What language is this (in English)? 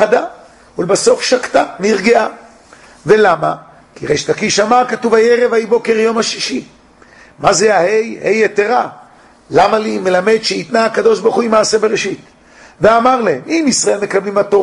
Hebrew